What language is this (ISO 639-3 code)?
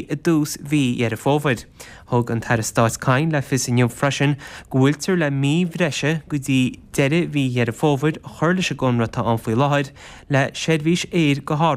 gle